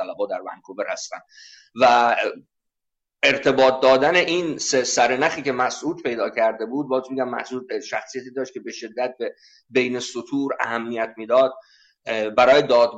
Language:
Persian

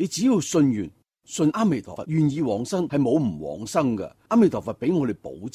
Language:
Cantonese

